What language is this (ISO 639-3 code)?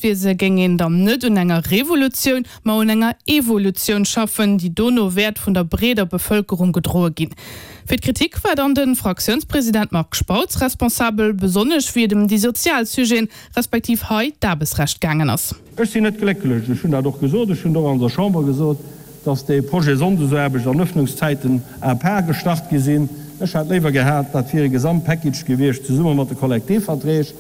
ltz